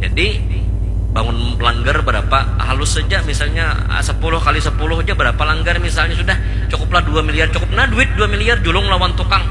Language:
Banjar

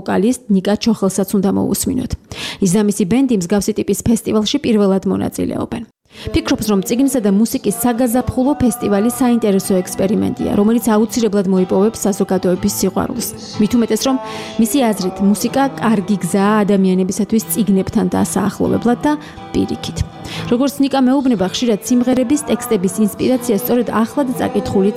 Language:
Georgian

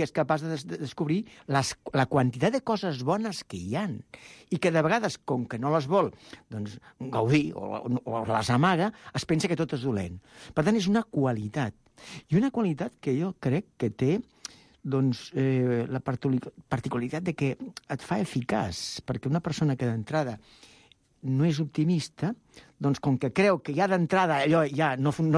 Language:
Catalan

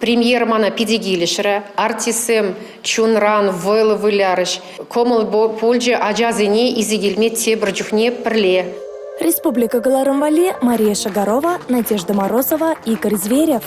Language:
Chuvash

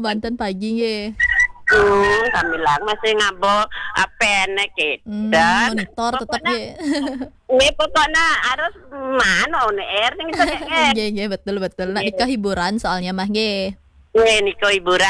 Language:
Balinese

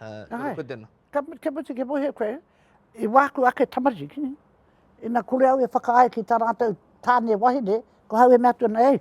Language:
Māori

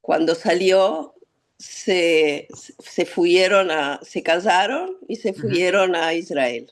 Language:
Ladino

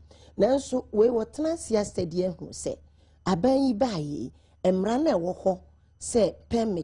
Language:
Akan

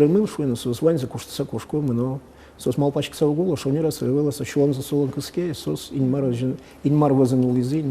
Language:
Udmurt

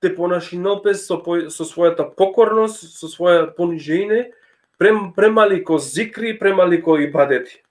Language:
Balkan Romani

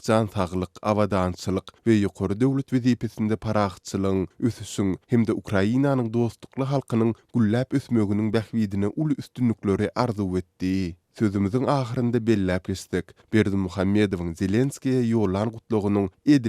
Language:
Turkmen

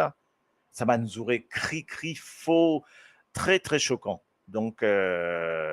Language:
Morisyen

